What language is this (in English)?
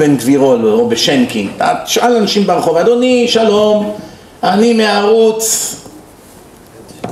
Hebrew